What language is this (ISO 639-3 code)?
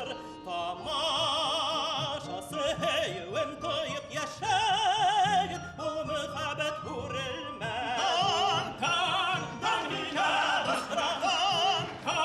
bak